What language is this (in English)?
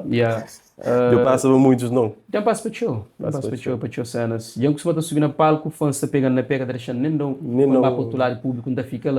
Kabuverdianu